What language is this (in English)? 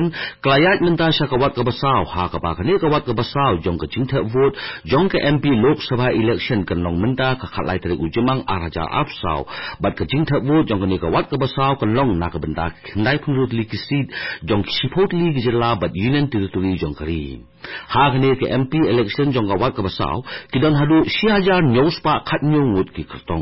Khasi